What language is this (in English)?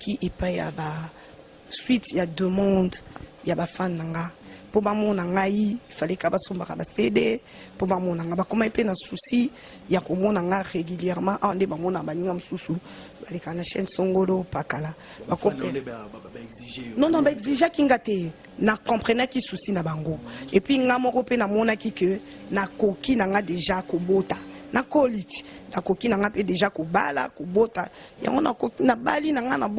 Lingala